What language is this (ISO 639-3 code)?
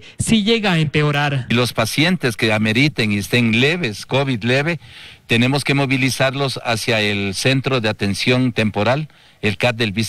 spa